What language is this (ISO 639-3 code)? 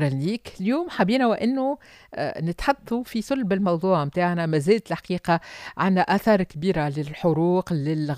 aeb